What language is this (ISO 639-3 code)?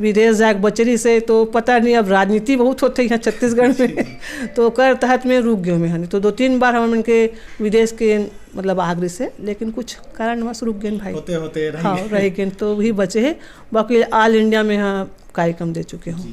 hne